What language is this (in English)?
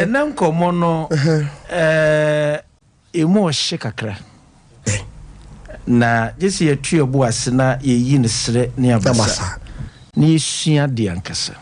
Akan